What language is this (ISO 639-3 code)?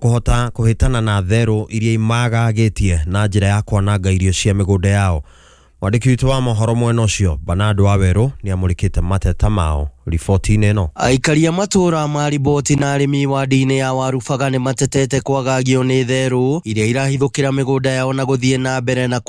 kik